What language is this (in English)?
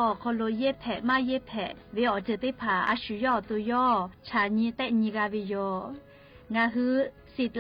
Lahu